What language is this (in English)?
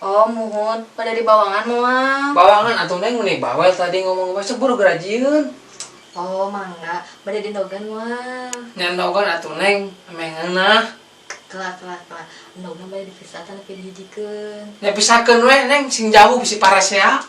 Sundanese